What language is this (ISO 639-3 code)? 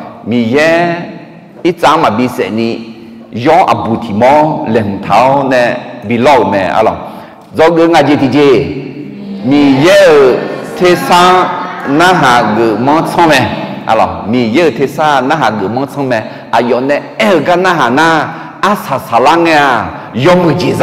ahk